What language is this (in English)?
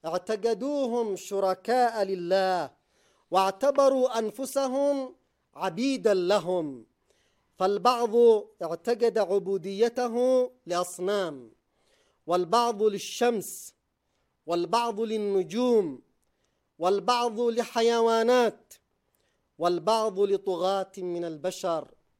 Arabic